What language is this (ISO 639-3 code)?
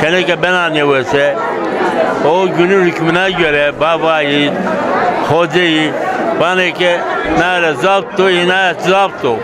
zza